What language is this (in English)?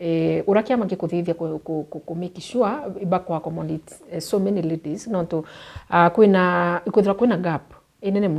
Meru